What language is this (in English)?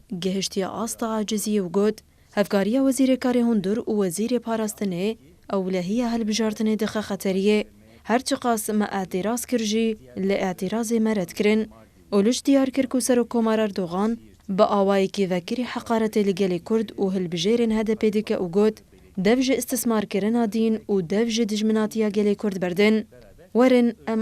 Kurdish